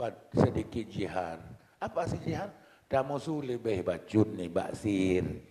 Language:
Achinese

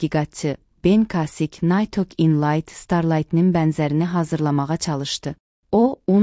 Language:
Azerbaijani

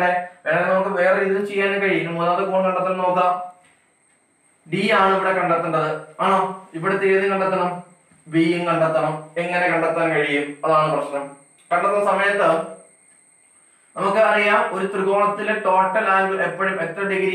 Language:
Malayalam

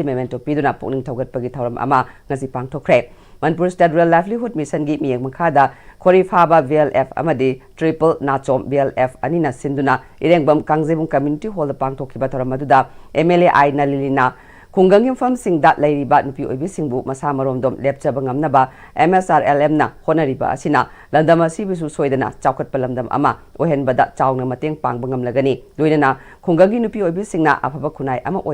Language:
Manipuri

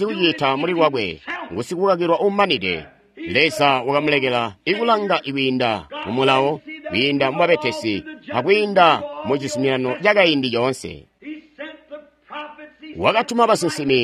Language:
Tonga (Zambia)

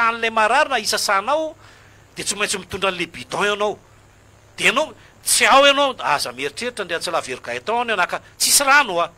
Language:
Malagasy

